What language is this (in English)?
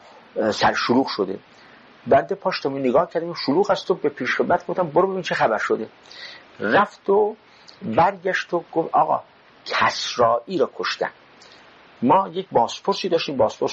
Persian